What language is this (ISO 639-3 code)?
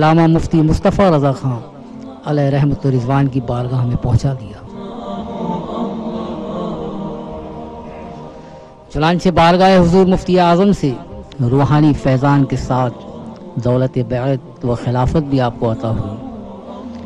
urd